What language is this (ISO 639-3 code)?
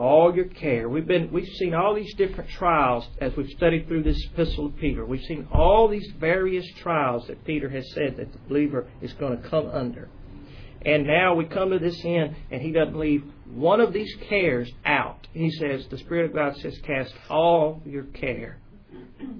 eng